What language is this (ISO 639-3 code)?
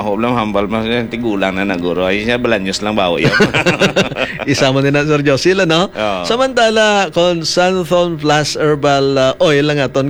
hil